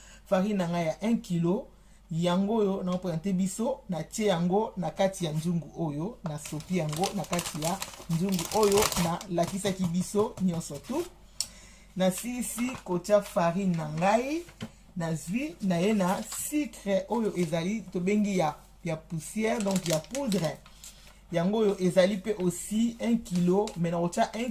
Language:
Lingala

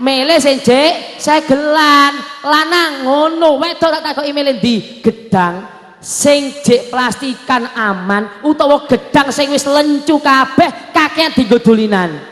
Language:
Javanese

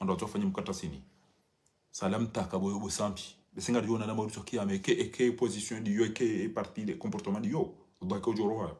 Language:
Ngazidja Comorian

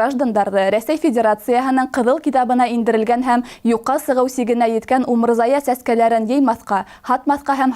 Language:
Bashkir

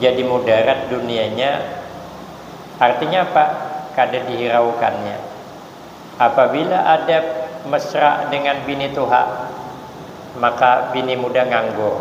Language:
Banjar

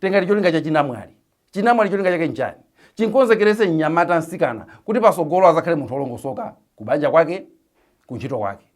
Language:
Nyanja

